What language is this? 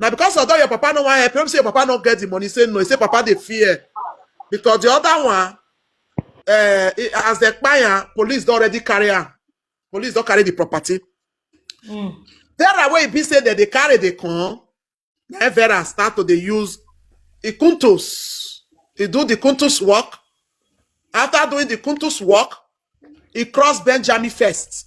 Nigerian Pidgin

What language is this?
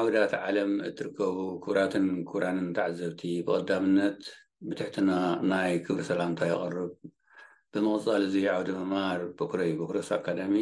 Tigrinya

